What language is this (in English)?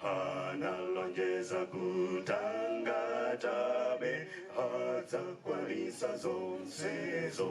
Nyanja